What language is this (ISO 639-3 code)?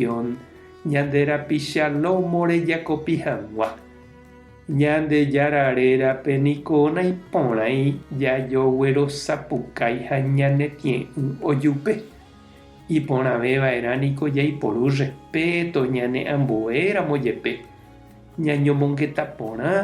grn